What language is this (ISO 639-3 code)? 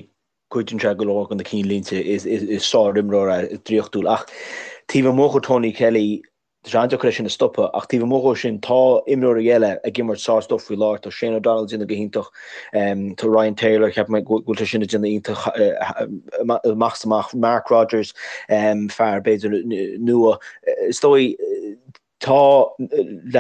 gle